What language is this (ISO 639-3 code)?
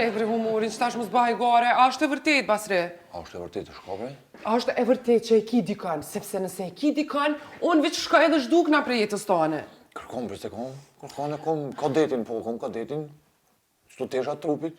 sqi